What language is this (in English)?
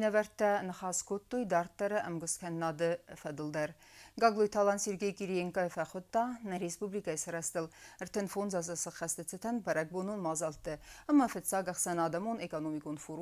Ossetic